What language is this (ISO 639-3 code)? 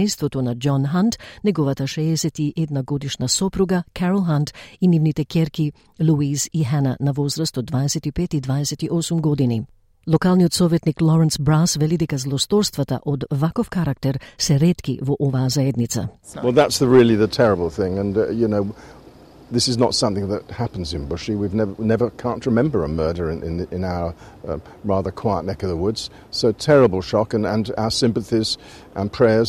mkd